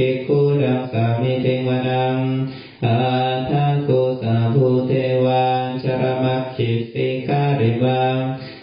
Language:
Pali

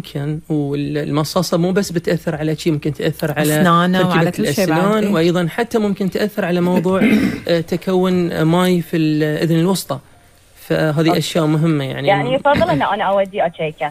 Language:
Gulf Arabic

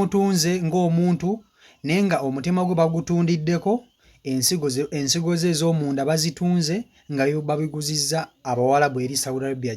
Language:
Ganda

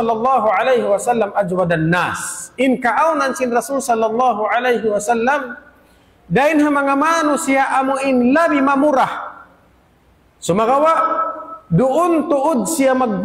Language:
Tausug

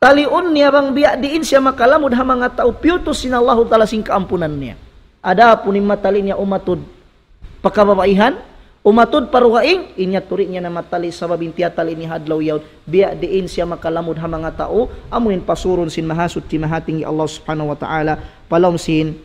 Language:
Tausug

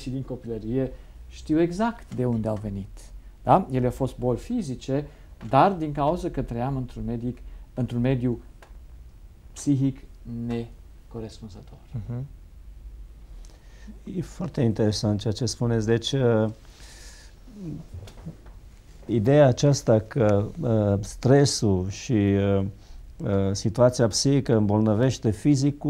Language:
Romanian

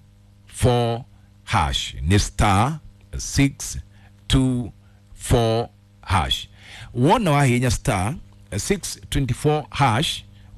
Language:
Kikuyu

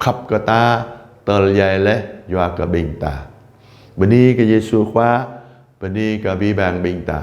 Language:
Jarai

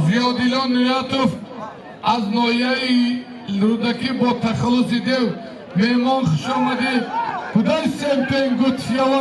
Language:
Tajik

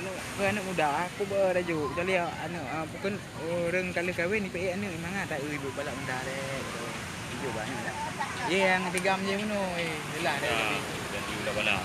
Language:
Achinese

